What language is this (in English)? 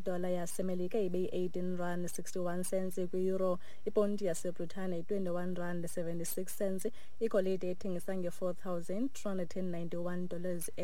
Xhosa